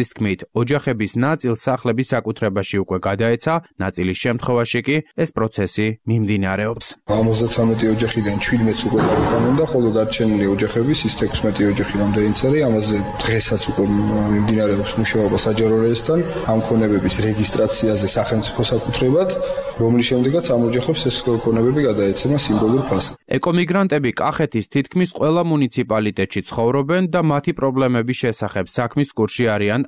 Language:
Georgian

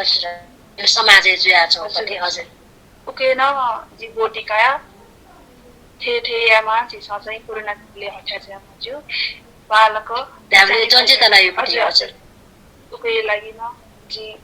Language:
Newari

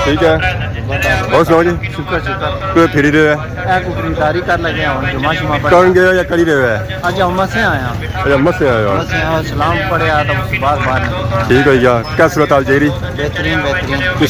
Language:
Pahari-Potwari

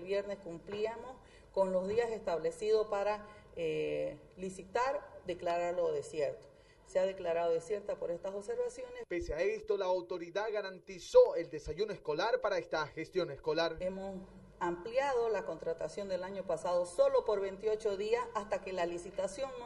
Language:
Spanish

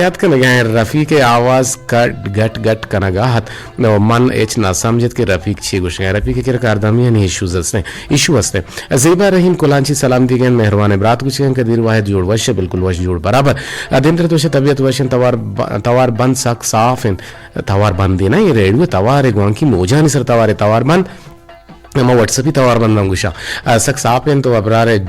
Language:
Eastern Balochi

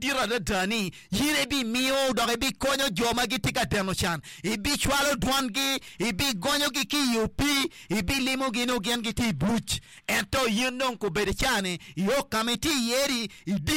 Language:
Acoli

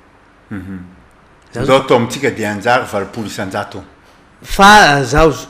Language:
Malagasy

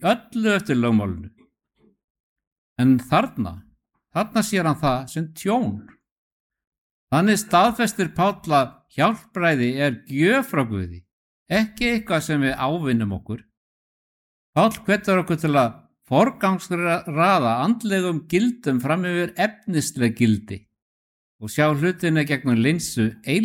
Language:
Icelandic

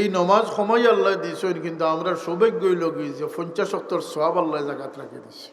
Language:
Sylheti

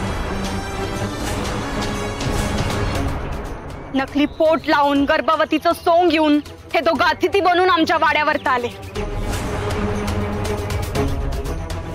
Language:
Marathi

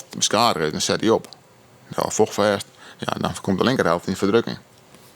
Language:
Western Frisian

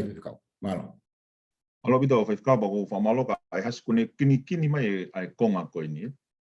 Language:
Tongan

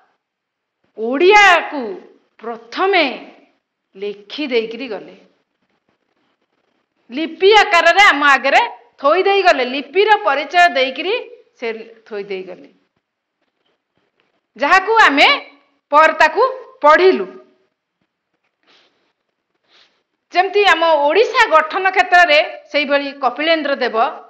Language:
Odia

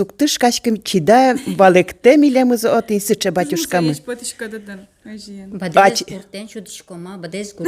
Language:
Udmurt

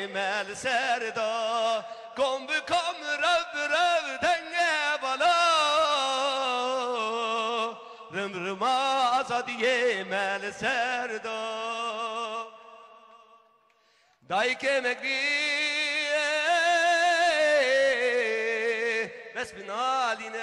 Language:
Kurdish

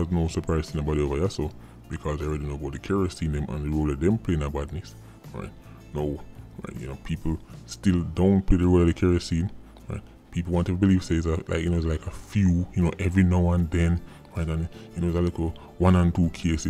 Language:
Jamaican Creole English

